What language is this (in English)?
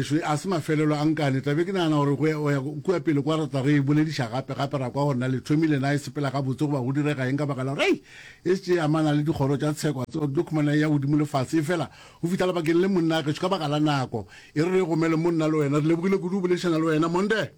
Northern Sotho